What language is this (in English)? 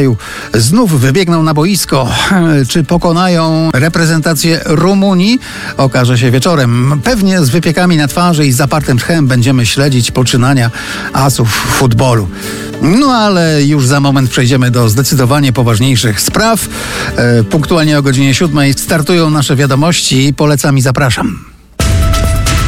Polish